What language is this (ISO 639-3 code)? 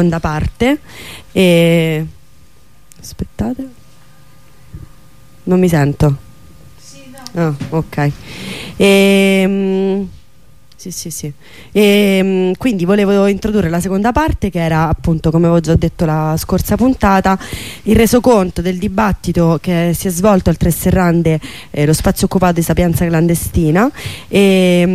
ita